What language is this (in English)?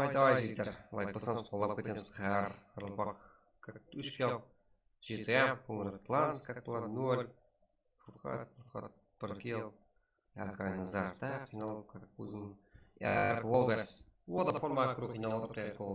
Kara-Kalpak